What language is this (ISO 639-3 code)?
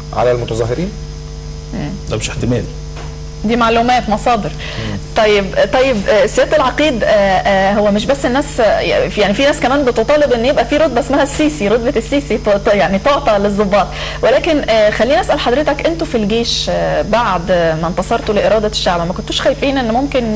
arz